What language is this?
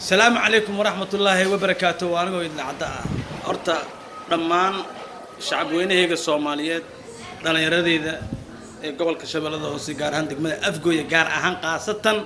Somali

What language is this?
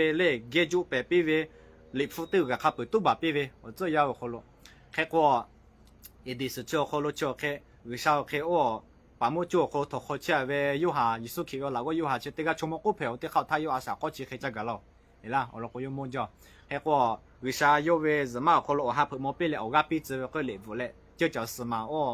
Lahu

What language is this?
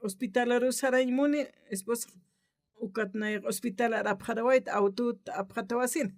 Aymara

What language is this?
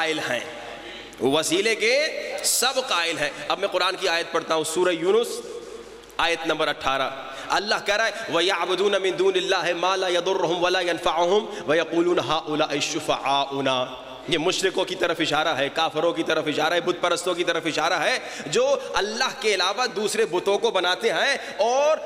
Urdu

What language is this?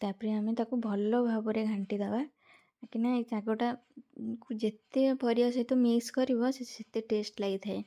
Odia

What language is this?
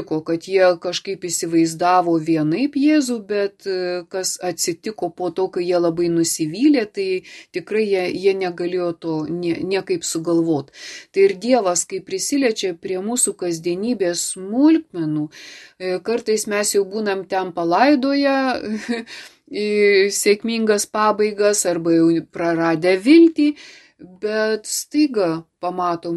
Lithuanian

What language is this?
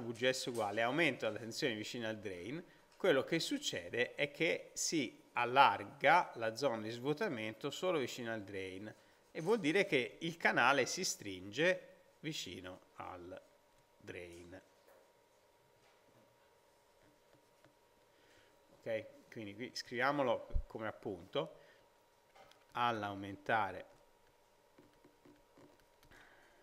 Italian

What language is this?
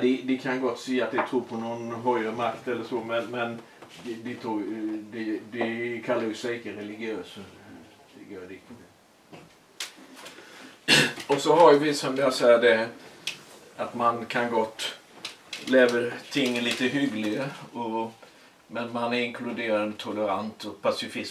Swedish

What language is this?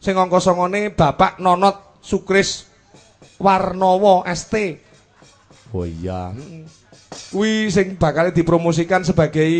Javanese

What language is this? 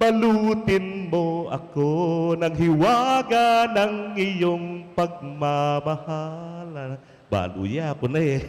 Pampanga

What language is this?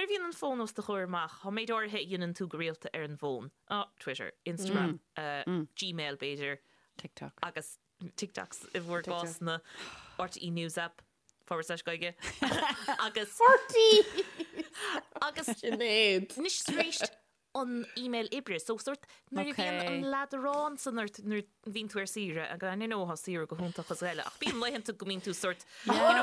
Irish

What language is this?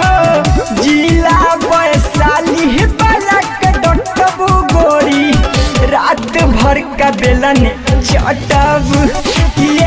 Bhojpuri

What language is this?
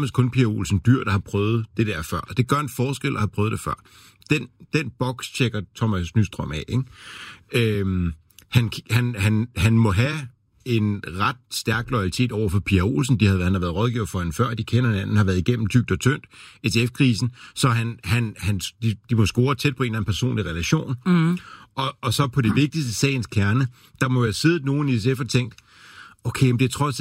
Danish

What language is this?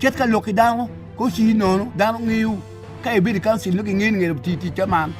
Acoli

